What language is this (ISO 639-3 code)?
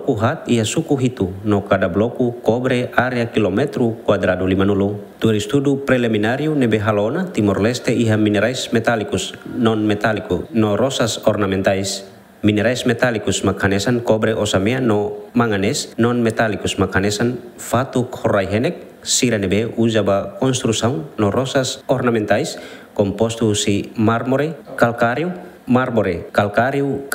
tet